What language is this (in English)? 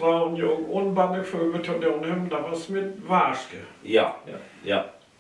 Low German